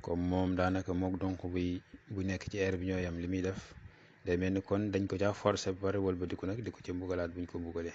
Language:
Wolof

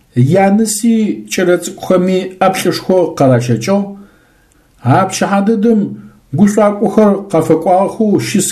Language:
Adyghe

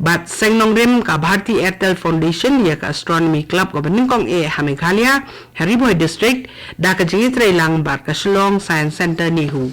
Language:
Khasi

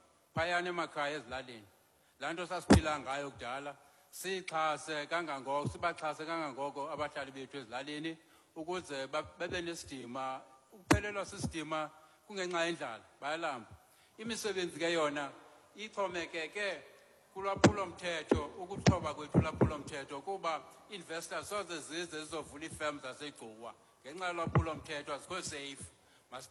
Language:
Xhosa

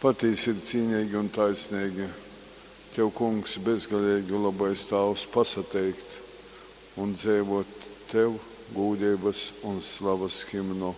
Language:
Latgalian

